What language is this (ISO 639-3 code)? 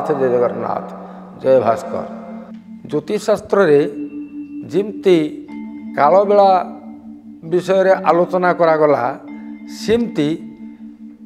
ori